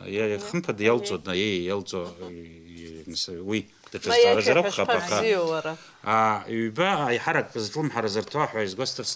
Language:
Abkhazian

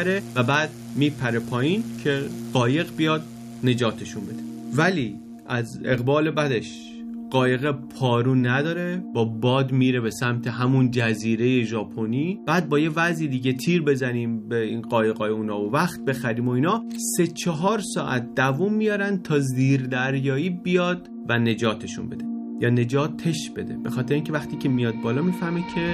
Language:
Persian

